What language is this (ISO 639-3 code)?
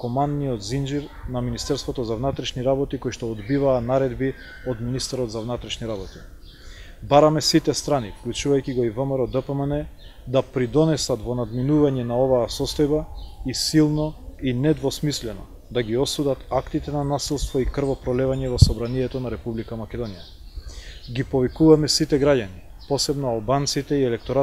mkd